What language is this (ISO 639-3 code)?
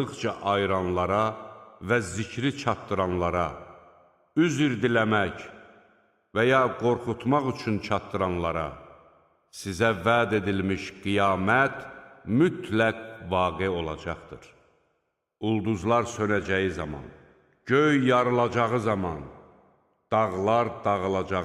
aze